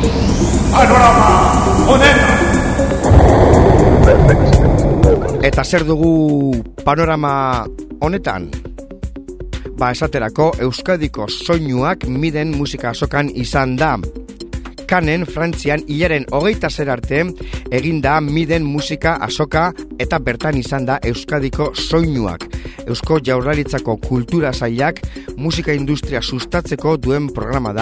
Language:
Basque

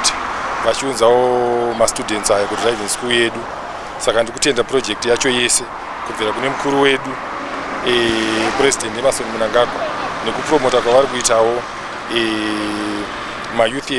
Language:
Shona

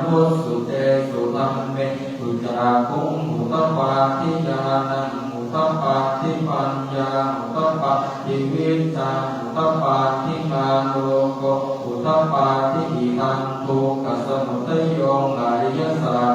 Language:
Pali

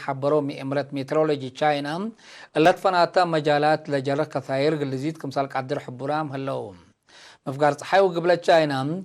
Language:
Tigre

